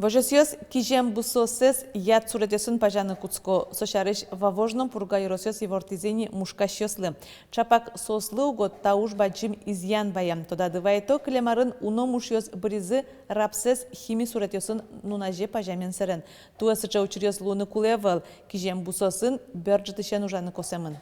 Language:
Udmurt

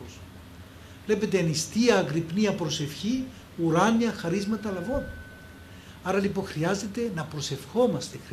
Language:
Greek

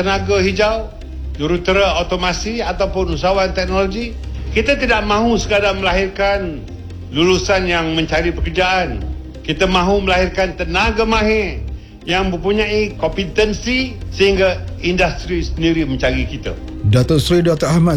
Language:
Malay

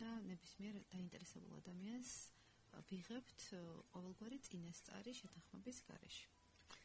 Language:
Georgian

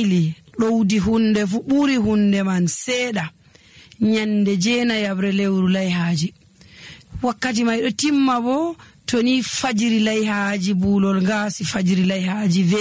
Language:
Nigerian Fulfulde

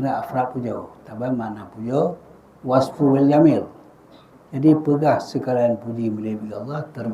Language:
Achinese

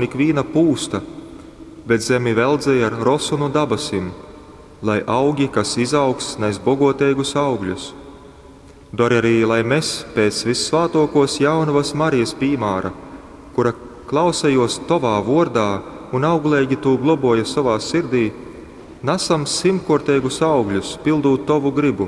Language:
Latgalian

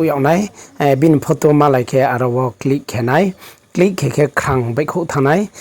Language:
Riang (India)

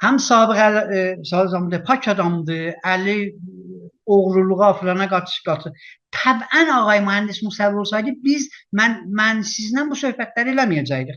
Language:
South Azerbaijani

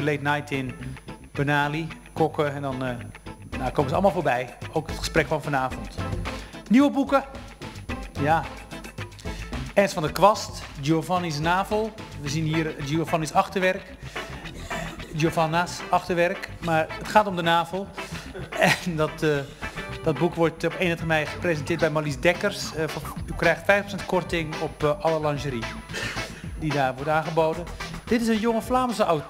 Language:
Dutch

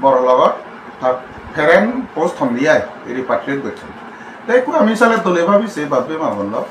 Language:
Chakma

